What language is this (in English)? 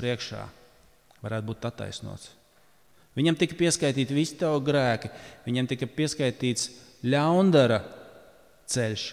Latvian